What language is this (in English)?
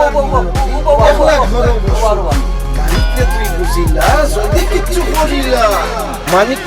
Sylheti